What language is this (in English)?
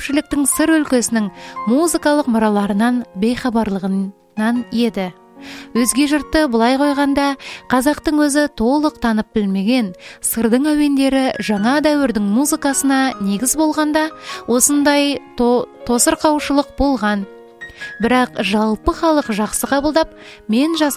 Kazakh